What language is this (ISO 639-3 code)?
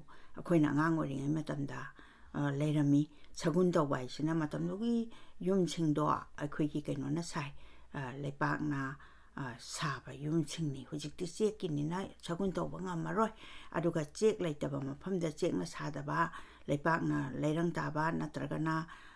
mni